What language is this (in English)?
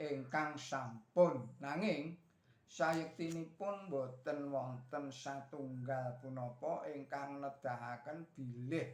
Javanese